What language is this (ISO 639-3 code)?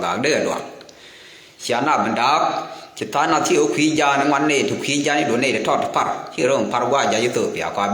nus